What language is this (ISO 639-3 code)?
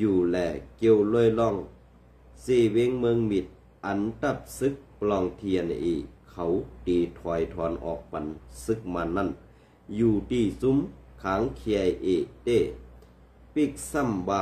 shn